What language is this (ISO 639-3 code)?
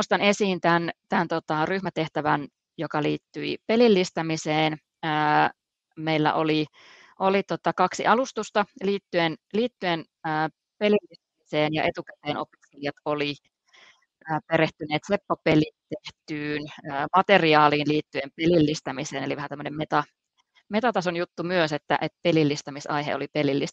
fin